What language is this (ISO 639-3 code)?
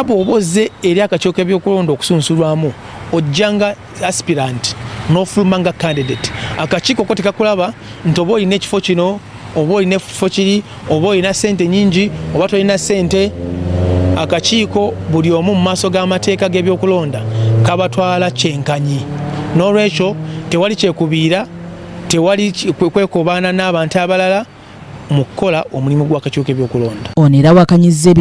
lug